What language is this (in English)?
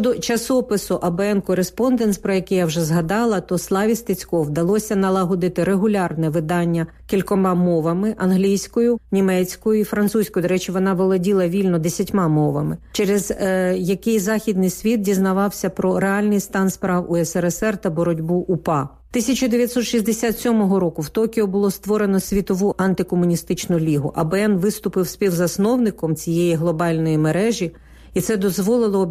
Ukrainian